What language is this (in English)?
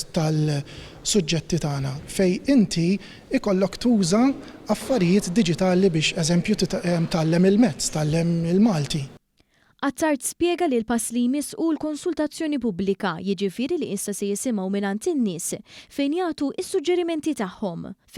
Maltese